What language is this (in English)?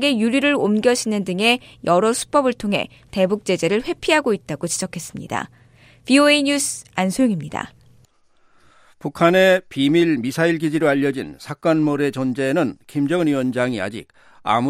Korean